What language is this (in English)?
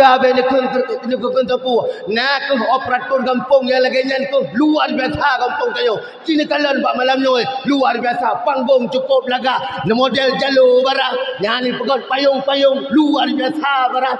Achinese